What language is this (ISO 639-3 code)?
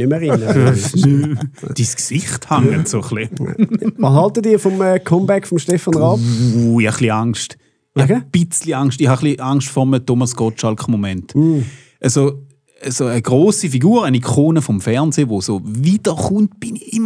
gsw